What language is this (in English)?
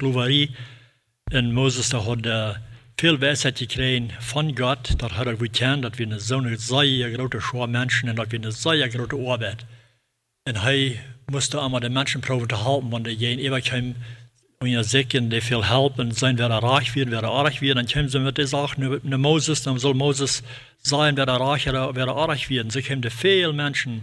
Plautdietsch